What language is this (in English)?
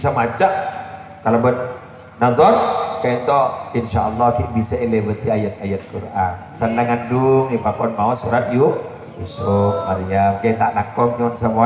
Madurese